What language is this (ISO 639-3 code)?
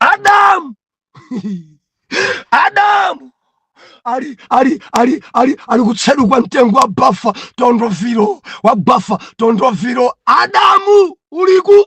nya